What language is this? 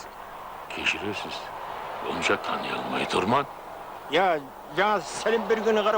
Kara-Kalpak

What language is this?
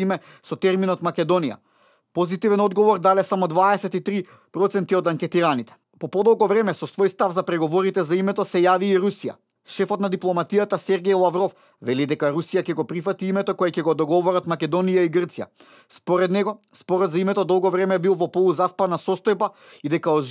Macedonian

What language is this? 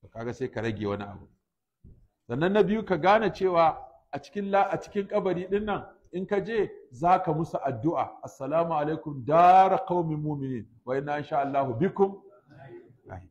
Hausa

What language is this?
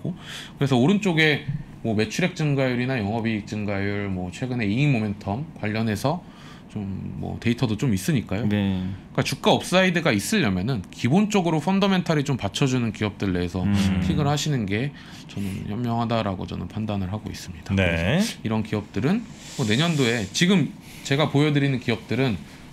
Korean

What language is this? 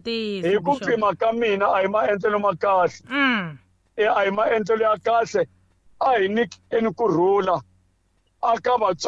Tsonga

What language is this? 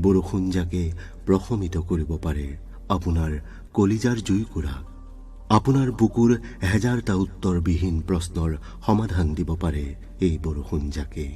Assamese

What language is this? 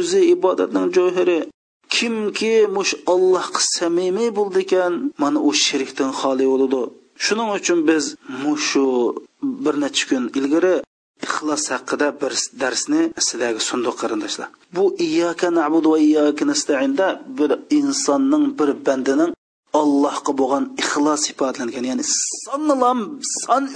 Uyghur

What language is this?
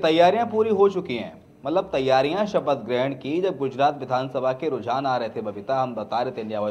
Hindi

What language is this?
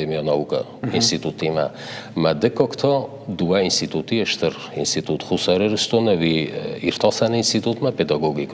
Ossetic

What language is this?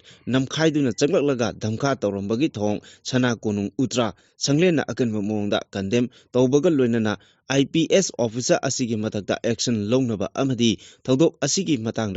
Manipuri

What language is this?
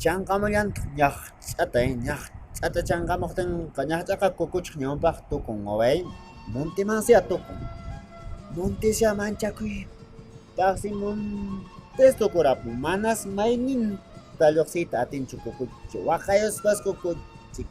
Quechua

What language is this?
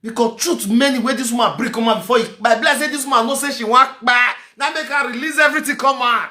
Nigerian Pidgin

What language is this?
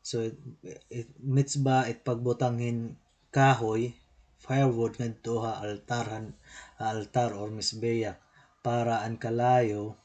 Waray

